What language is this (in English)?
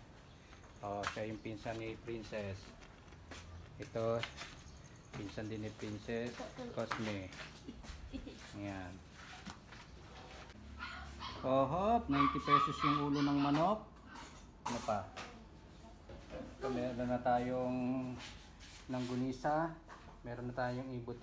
Filipino